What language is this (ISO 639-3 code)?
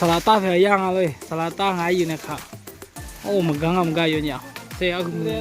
ahk